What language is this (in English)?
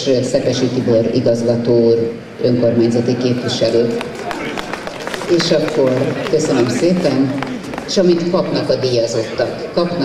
Hungarian